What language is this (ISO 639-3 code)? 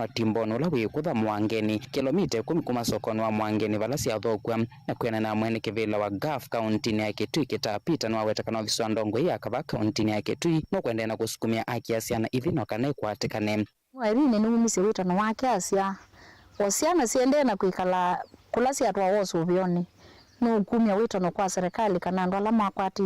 kam